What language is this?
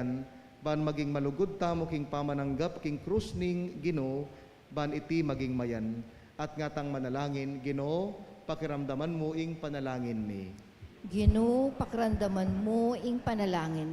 Pampanga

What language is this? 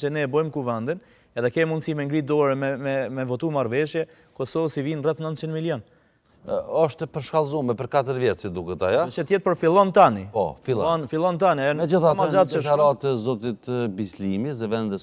Albanian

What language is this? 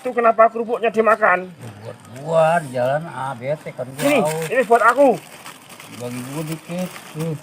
Betawi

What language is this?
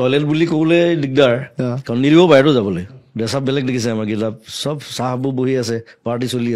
Assamese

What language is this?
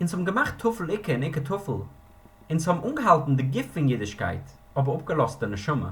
Yiddish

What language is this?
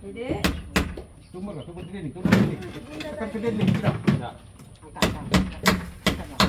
Musi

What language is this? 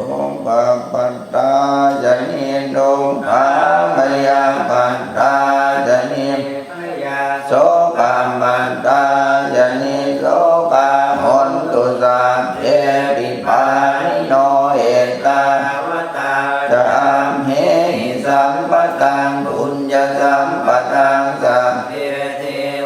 Pali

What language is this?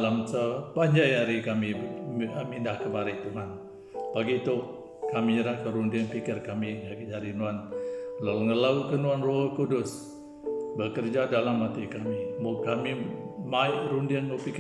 Iban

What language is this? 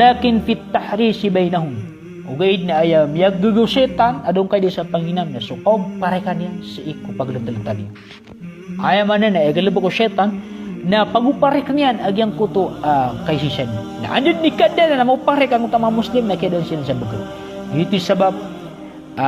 Maranao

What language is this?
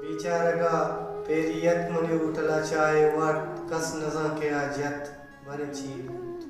Baluchi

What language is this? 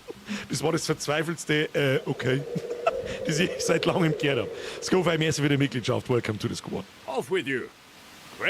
Bavarian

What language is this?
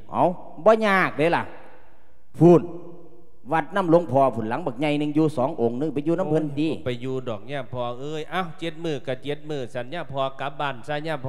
Lao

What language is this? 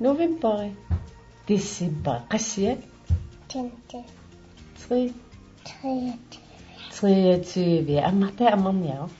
Kalaallisut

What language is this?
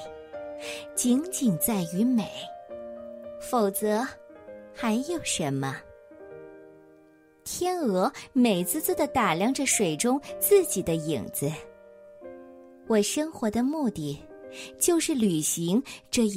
Chinese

